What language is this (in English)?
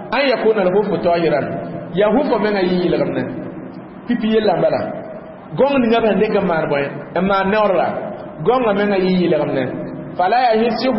Mossi